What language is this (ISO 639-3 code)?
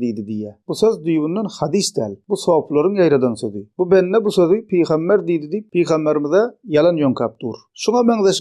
tuk